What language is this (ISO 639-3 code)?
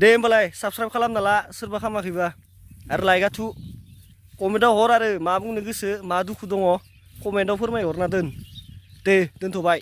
brx